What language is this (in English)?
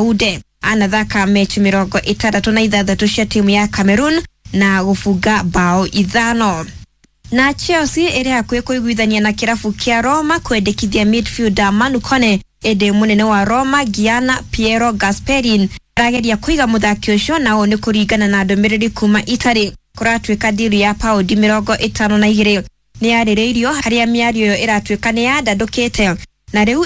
Kikuyu